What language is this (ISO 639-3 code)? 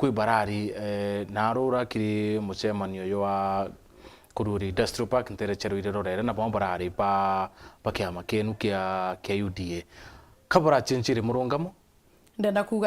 mer